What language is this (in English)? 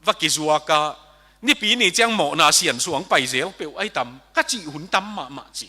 Tedim Chin